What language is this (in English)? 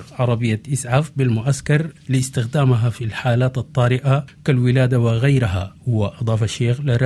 Sudanese Arabic